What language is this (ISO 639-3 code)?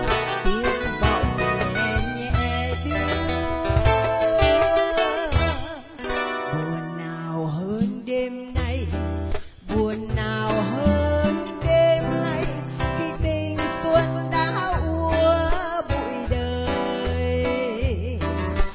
vie